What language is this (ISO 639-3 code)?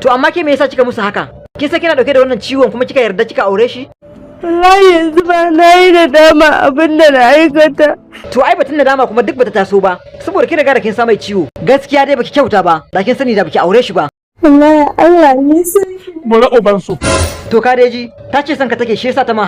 hau